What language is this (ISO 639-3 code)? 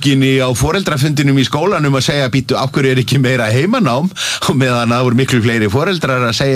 isl